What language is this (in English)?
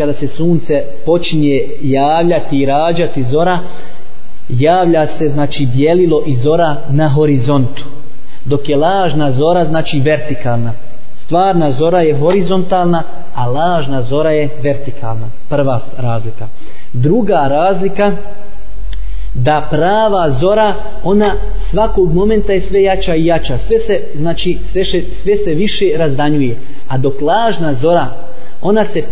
Bosnian